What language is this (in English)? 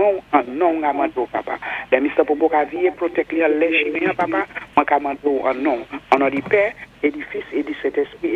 Saint Lucian Creole French